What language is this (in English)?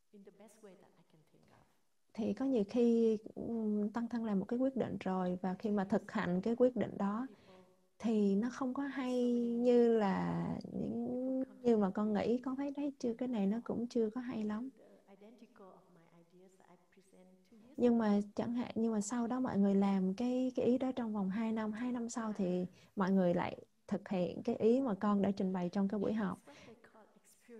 Vietnamese